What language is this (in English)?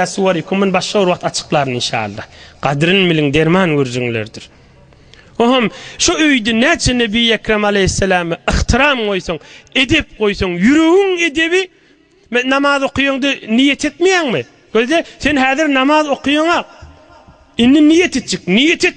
Turkmen